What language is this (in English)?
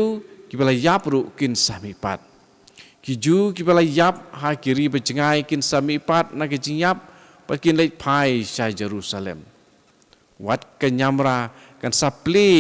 Khasi